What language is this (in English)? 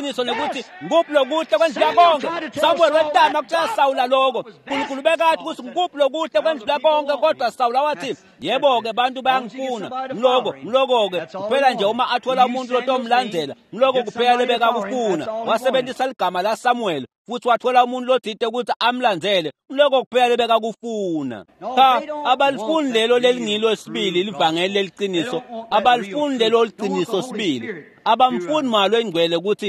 Swati